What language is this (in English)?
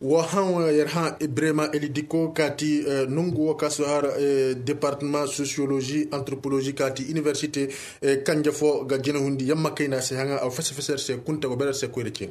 Koyraboro Senni